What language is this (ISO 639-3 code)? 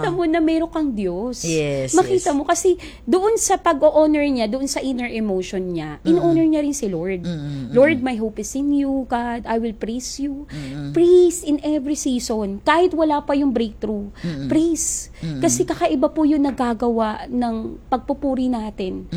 fil